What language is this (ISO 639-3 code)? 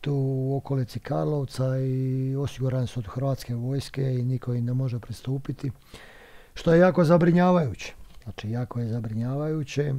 bos